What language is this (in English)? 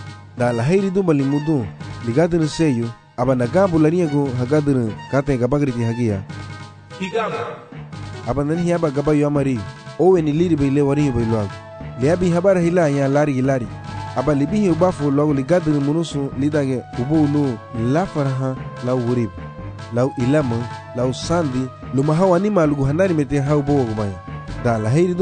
Garifuna